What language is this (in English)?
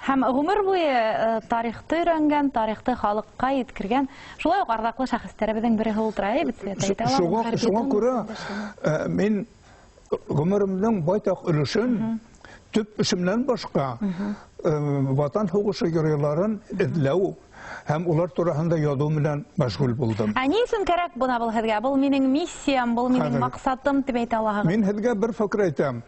Bashkir